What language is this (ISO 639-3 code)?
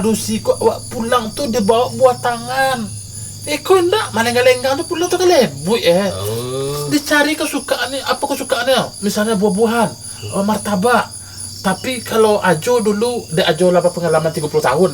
min